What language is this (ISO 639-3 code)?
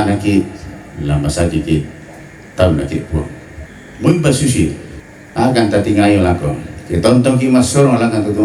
sda